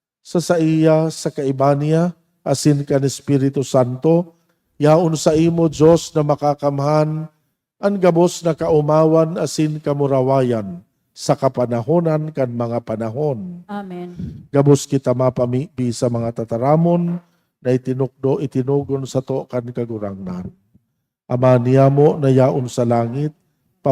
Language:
Bikol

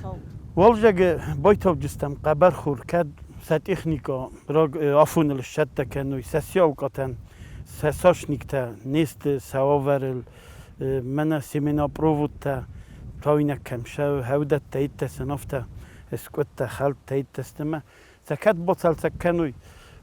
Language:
Ossetic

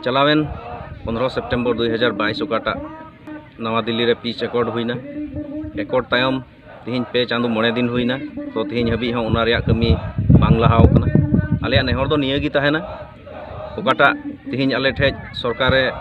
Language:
Santali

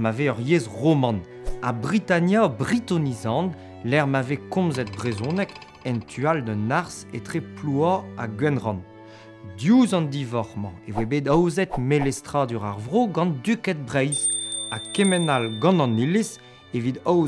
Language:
Breton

